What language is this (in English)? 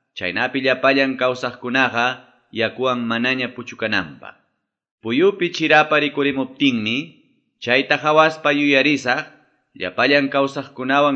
Quechua